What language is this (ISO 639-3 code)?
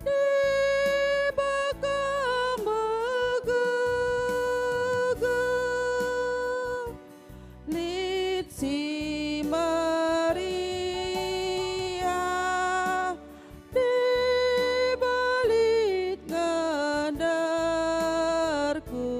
btx